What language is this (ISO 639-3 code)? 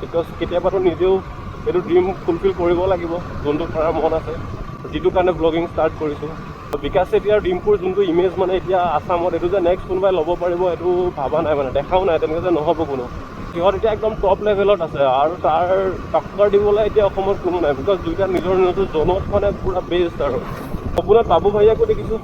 asm